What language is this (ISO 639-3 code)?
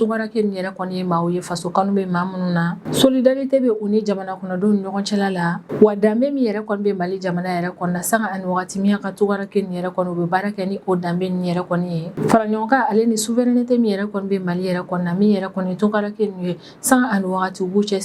bam